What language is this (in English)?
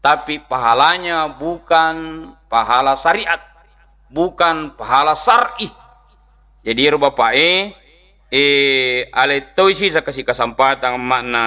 Buginese